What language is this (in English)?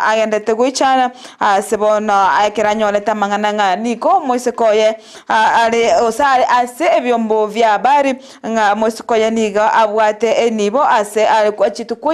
Gusii